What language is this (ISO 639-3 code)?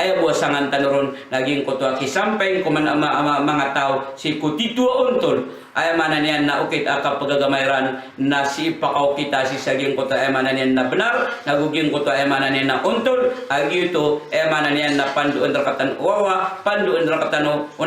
mrw